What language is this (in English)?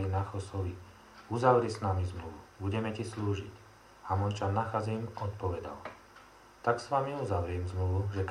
Slovak